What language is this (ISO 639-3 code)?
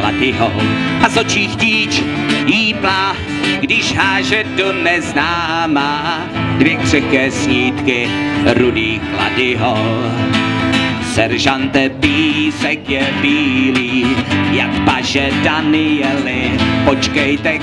ces